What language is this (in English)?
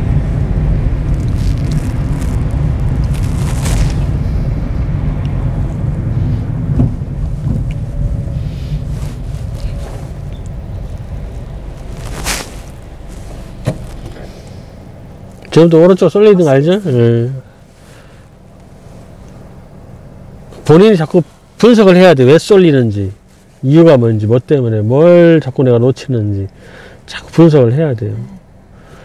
Korean